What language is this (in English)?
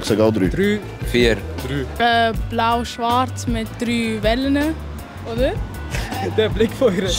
Swiss German